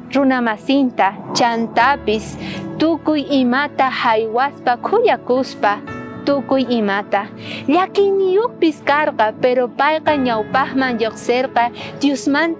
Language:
South Bolivian Quechua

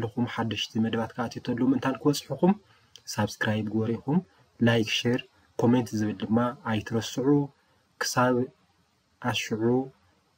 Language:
Tigrinya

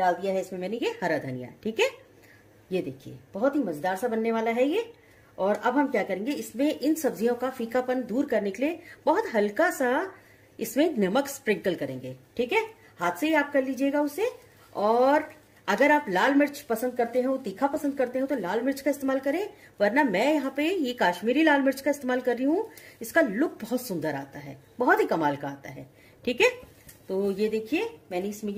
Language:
Hindi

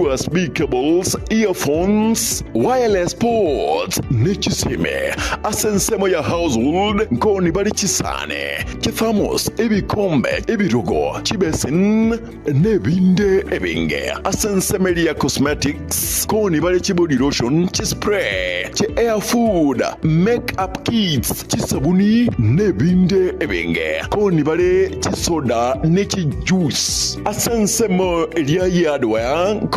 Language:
Gusii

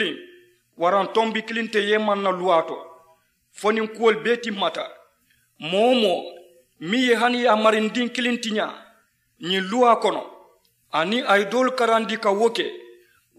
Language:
Mandingo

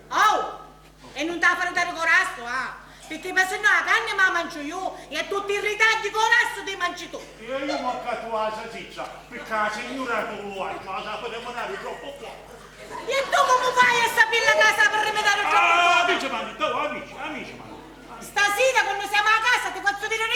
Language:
Sicilian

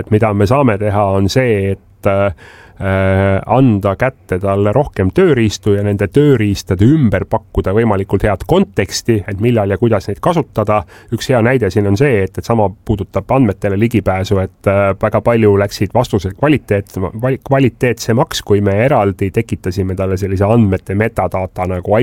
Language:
Estonian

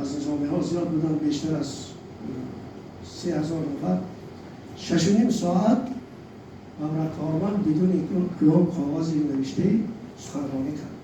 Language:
Tajik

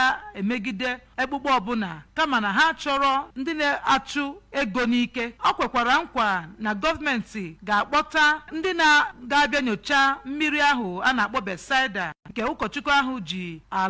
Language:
Igbo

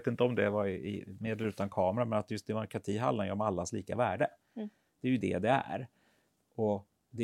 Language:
Swedish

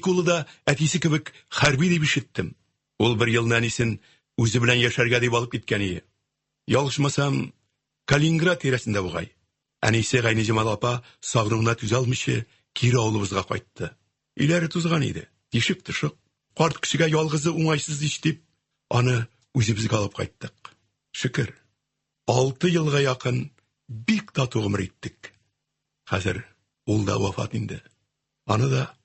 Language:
Tatar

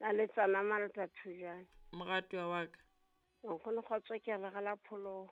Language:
Southern Sotho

